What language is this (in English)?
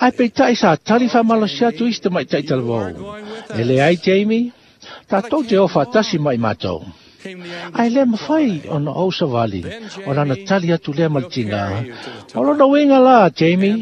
Samoan